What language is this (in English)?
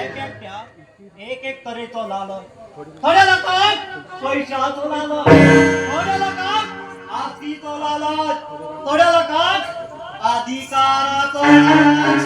Konkani